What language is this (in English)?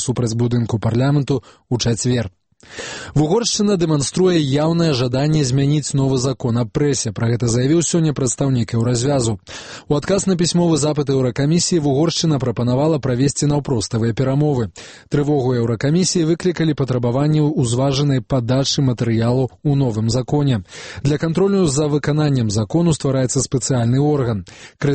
Belarusian